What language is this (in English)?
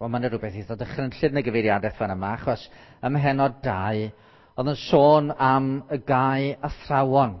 Welsh